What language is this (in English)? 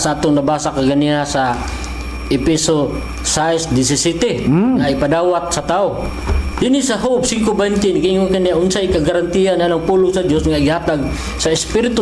Cebuano